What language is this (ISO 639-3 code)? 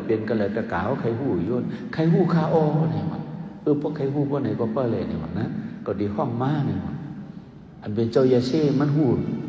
shn